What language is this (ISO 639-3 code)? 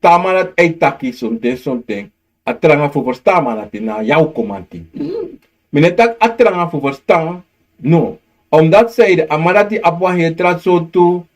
srn